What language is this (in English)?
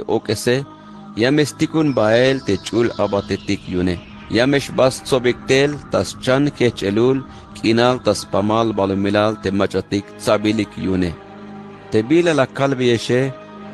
Tzeltal